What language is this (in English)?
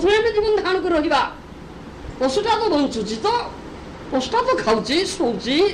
Odia